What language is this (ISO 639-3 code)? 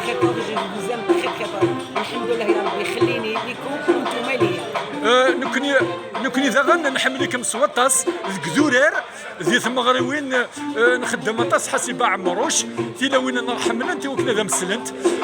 kab